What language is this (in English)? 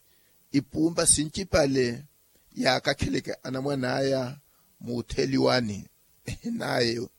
Makhuwa